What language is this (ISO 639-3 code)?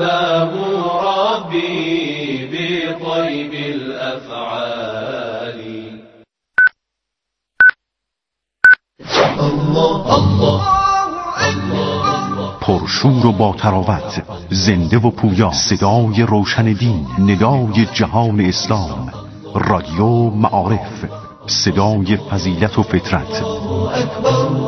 fas